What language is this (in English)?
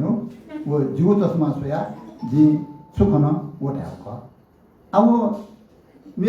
Newari